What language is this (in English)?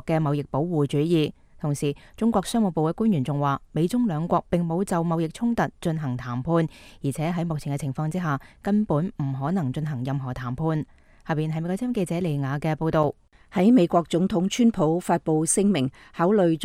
Cantonese